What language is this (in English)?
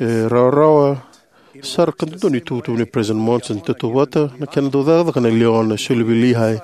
Fijian